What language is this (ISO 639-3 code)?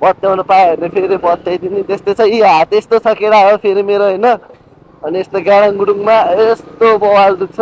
nep